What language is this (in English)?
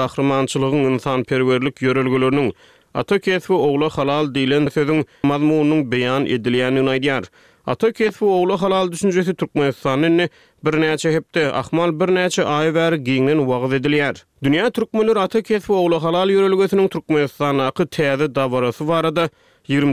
Turkmen